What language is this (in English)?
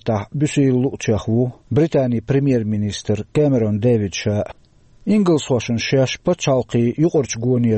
Chechen